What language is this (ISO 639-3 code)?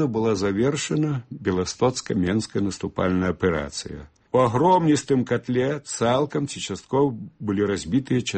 bel